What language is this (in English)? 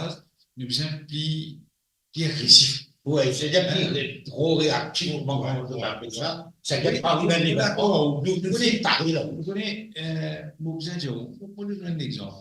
Morisyen